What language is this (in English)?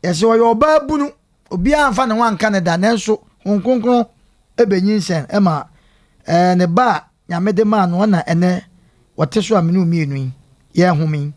Akan